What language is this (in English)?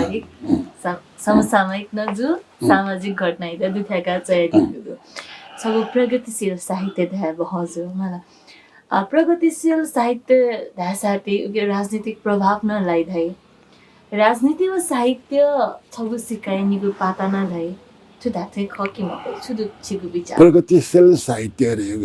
Newari